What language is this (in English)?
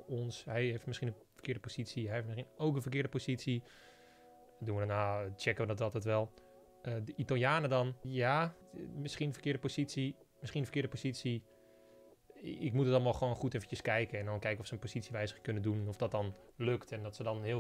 Dutch